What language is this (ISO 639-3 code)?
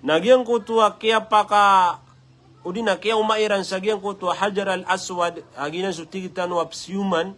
mrw